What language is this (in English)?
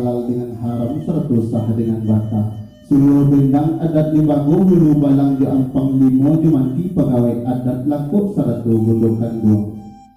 Minangkabau